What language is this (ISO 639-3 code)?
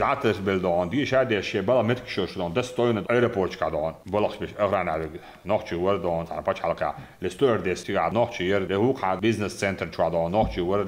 che